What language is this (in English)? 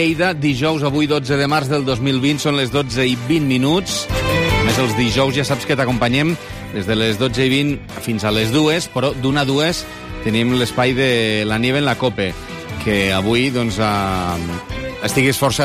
Catalan